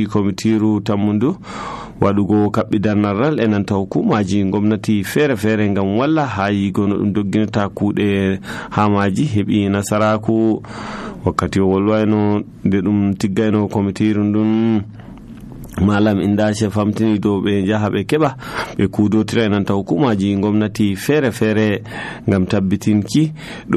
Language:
Nigerian Fulfulde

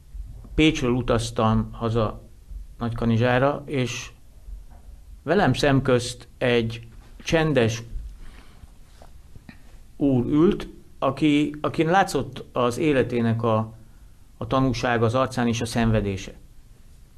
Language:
Hungarian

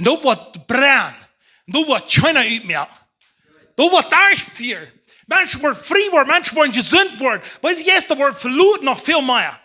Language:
Plautdietsch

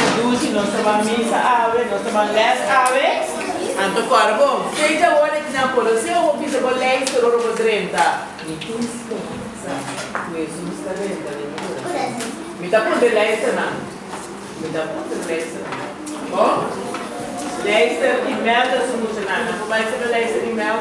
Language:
Papiamento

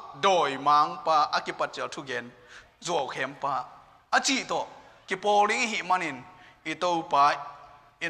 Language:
Tedim Chin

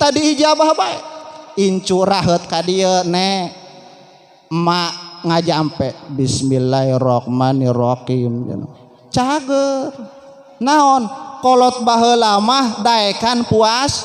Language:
Sundanese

